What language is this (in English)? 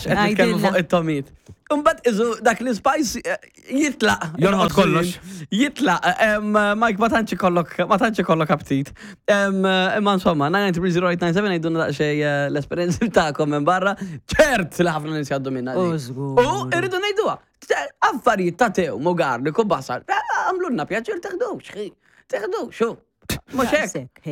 Maltese